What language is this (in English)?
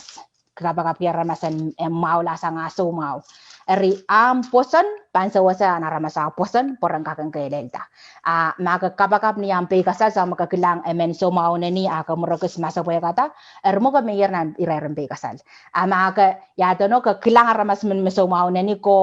Pohnpeian